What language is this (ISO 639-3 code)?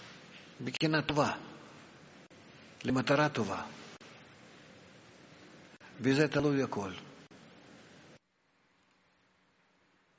heb